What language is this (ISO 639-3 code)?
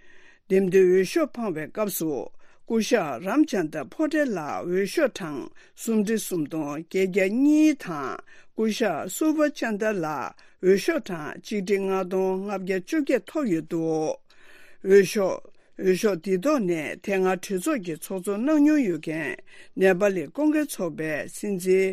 bod